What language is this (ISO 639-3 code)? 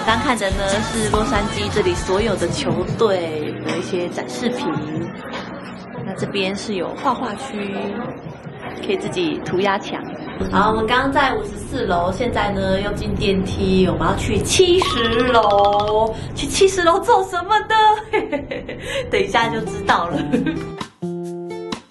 zho